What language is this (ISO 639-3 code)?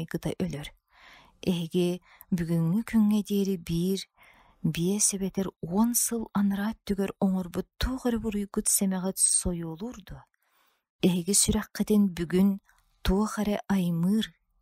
sah